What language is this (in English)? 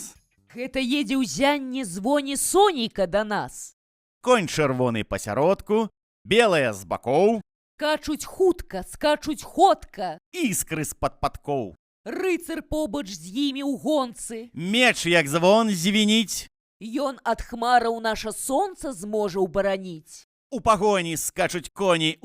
Belarusian